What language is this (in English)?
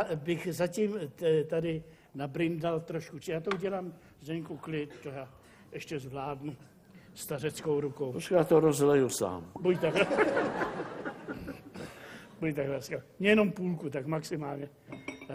Czech